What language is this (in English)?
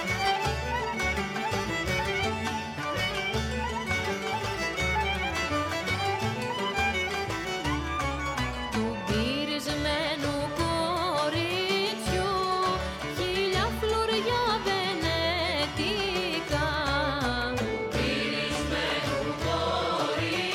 Greek